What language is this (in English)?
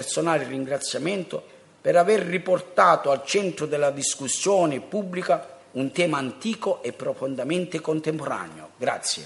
Italian